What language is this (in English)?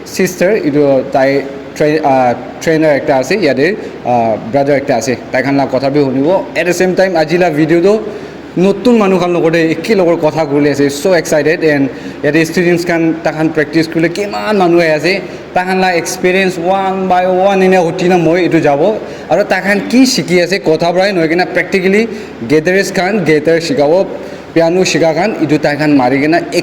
Naga Pidgin